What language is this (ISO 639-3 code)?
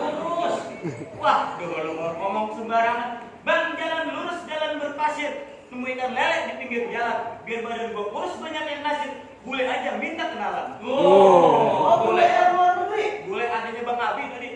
bew